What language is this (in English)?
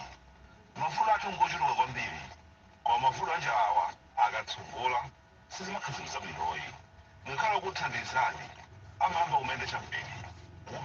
Nyanja